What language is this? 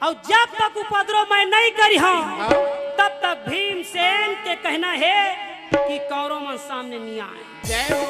Chhattisgarhi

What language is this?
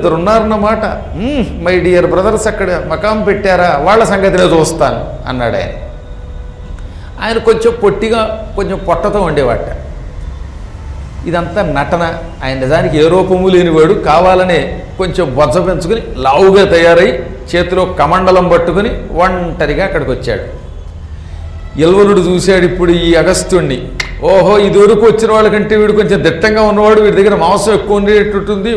Telugu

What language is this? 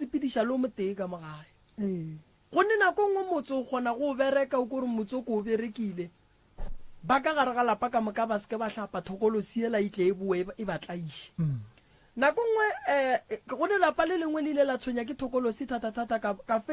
Northern Sotho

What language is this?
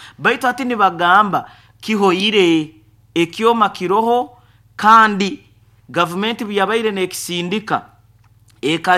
Nyoro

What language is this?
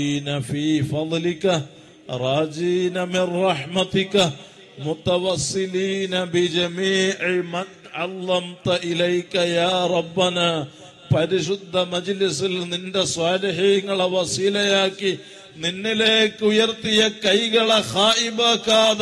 Malayalam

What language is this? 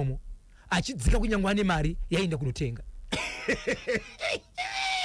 Shona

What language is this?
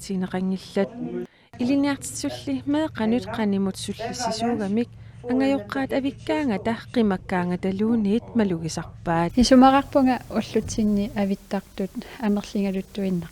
Kalaallisut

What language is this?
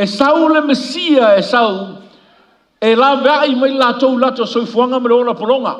Samoan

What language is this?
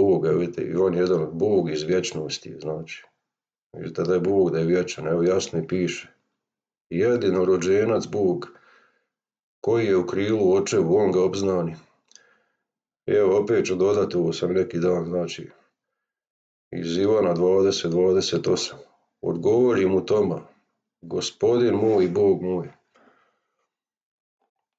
Croatian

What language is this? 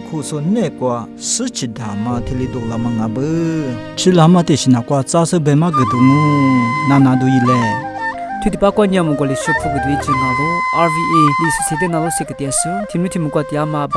Lisu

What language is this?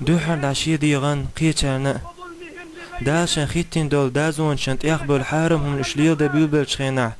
Chechen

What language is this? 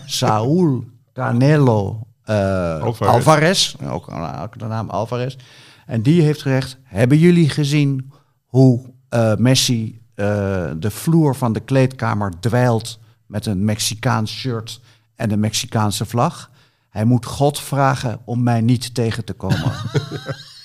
Dutch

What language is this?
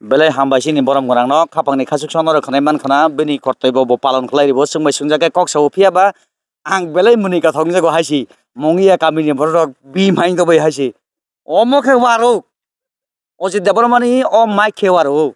Kok Borok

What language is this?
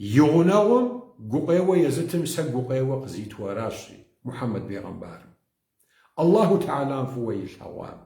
Kabardian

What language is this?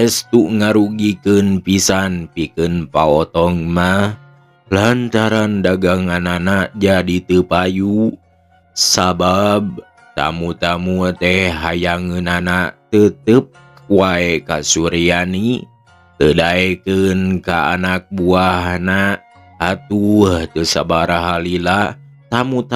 Sundanese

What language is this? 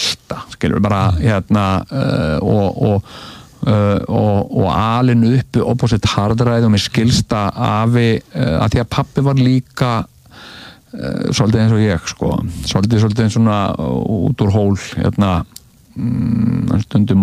Icelandic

